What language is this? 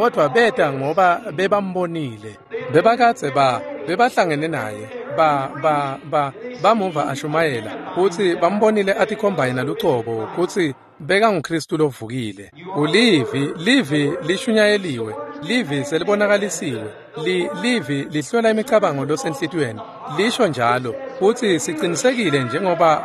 Swati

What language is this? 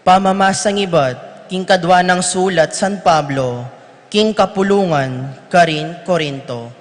Pampanga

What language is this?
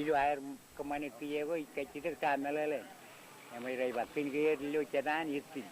Marshallese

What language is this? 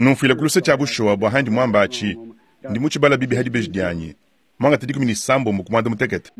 Luba-Lulua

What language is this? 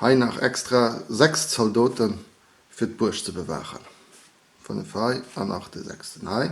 Luxembourgish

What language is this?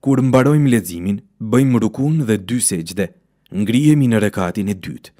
Albanian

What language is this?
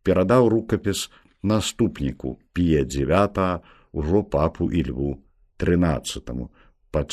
Belarusian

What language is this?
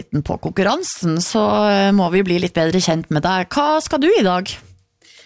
Norwegian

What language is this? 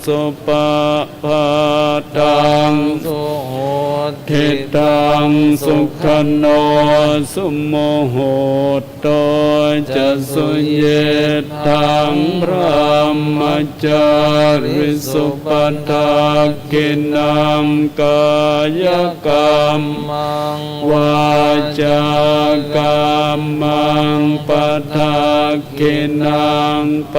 Pali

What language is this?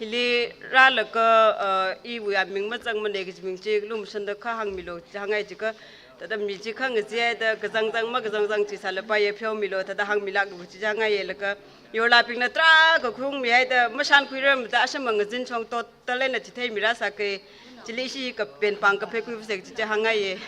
Tangkhul Naga (India)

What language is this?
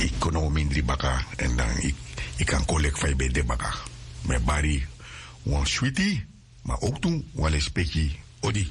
Sranan Tongo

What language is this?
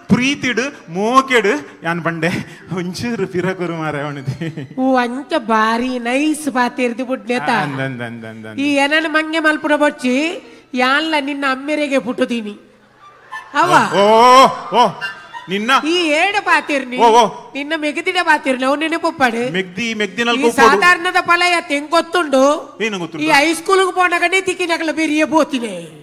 Tulu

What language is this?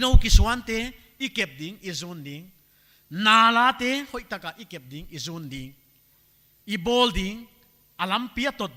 Paite Chin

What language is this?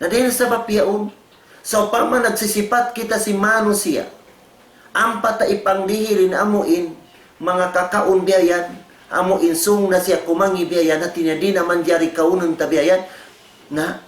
Tausug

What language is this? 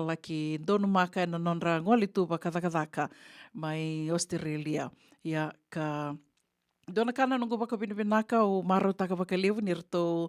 Fijian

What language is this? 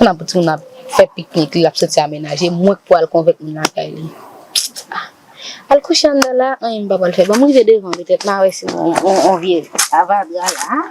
Haitian Creole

